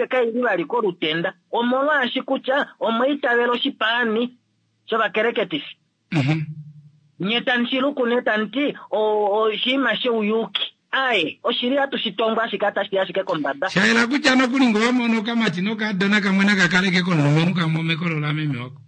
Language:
Kuanyama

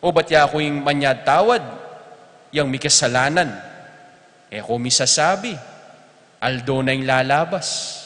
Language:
Pampanga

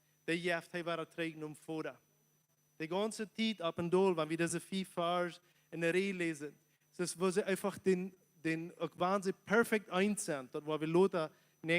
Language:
Plautdietsch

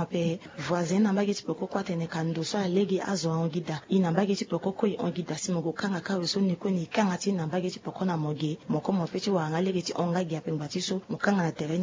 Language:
Sango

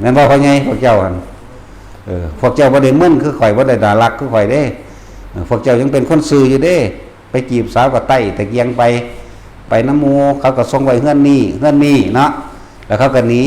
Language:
Northeastern Thai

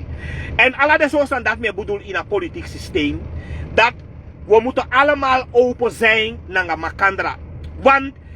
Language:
Sranan Tongo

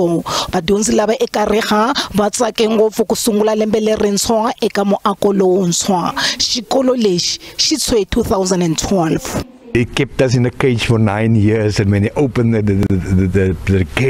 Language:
Tsonga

